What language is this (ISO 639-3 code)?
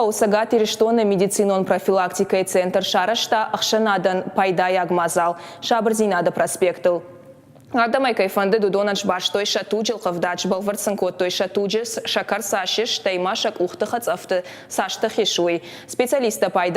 oss